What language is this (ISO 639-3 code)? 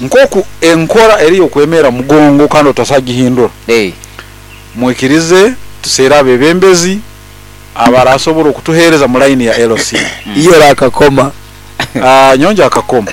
nyo